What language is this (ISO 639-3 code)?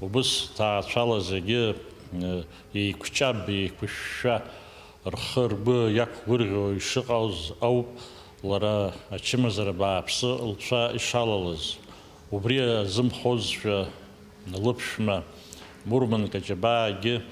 abk